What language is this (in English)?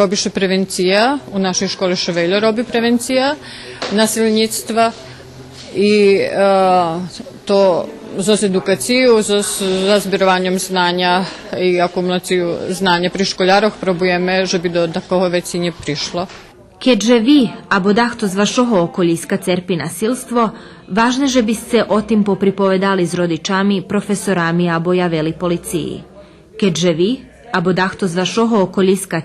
Rusyn